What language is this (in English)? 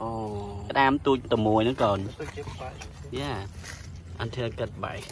Khmer